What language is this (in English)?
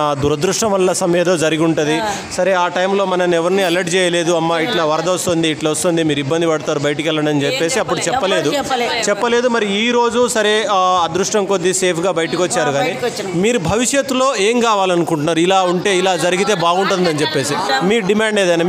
Telugu